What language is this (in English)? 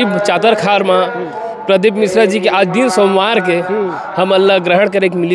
Chhattisgarhi